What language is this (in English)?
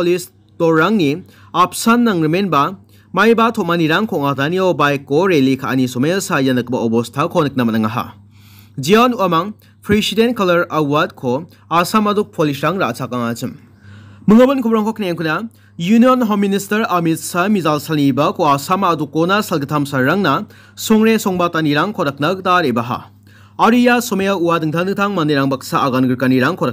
Garo